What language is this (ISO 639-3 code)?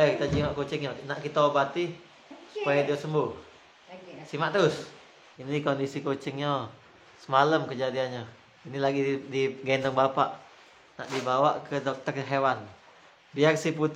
mui